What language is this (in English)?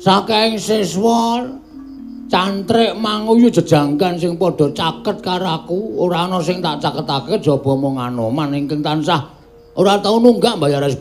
Javanese